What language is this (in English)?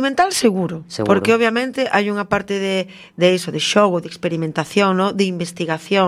Galician